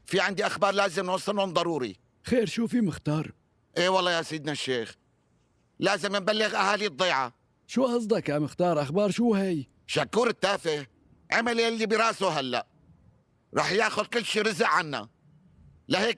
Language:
North Levantine Arabic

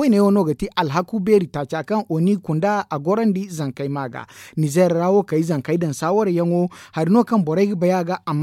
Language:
Zarma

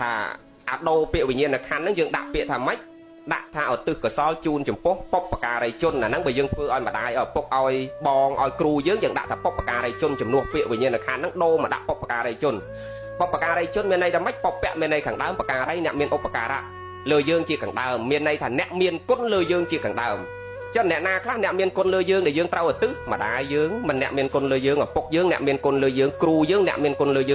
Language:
Khmer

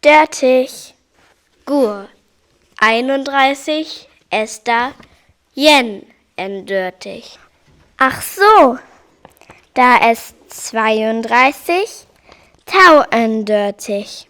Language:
Northern Frisian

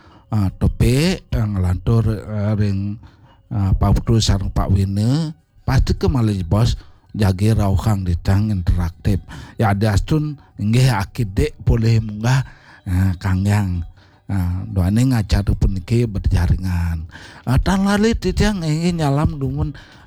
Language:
Balinese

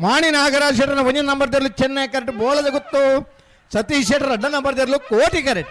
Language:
Tulu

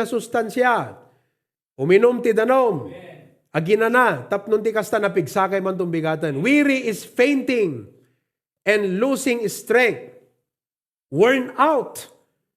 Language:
Iloko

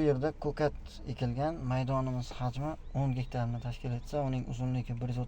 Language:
Uzbek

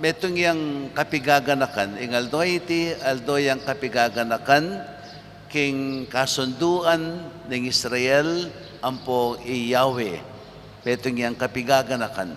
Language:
Pampanga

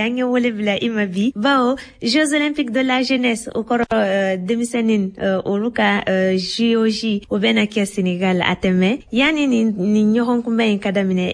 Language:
Bambara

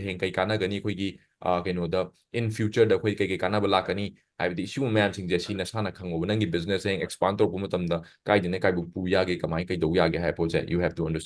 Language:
Manipuri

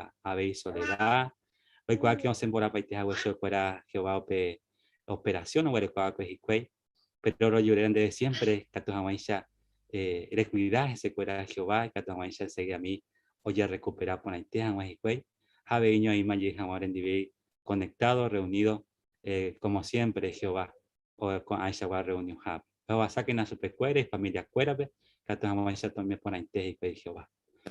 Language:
Guarani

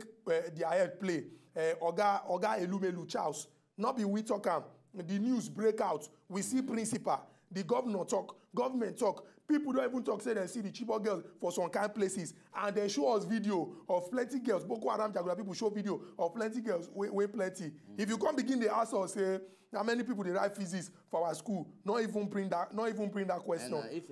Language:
Nigerian Pidgin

